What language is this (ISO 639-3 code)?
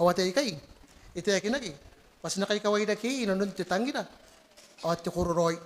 gil